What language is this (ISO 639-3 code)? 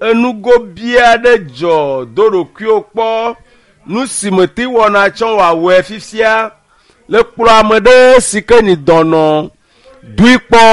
ewe